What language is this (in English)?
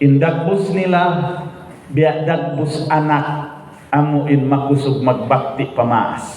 Tausug